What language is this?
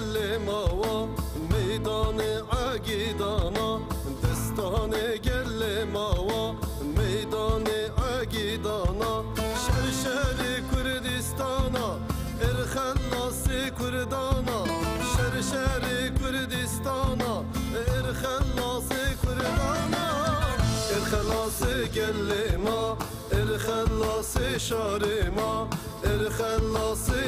Kurdish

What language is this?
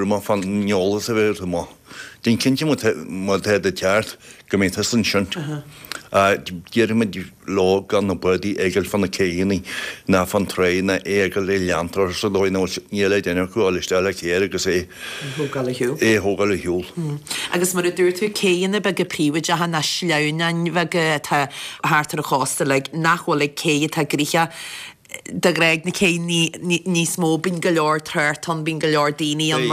Irish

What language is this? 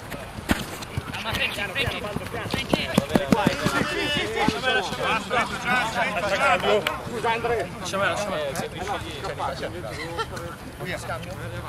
Italian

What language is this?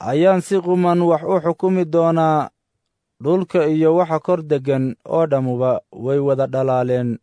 Somali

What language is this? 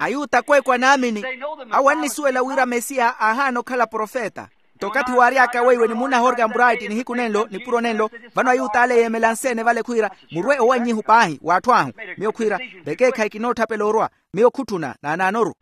Makhuwa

